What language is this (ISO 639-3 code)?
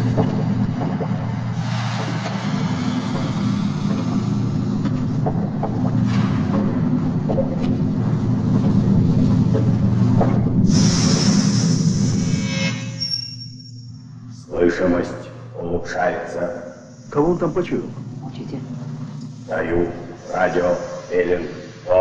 rus